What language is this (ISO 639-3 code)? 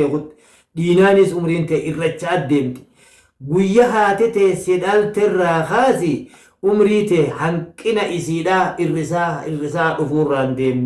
orm